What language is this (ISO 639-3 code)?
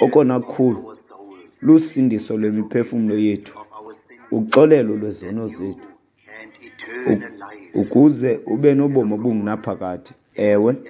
xho